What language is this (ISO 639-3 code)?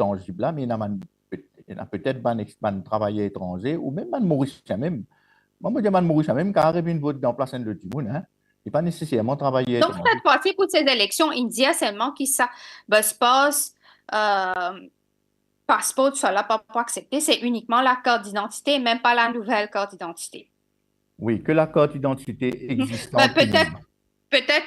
mfe